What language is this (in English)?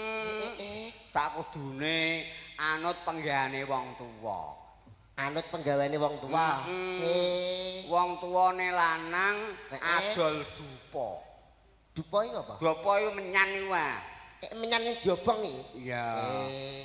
Javanese